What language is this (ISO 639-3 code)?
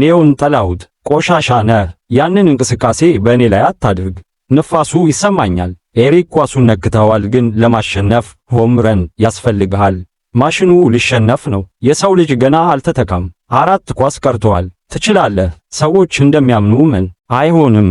amh